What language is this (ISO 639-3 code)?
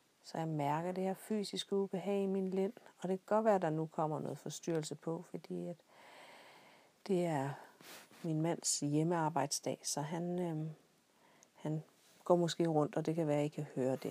dan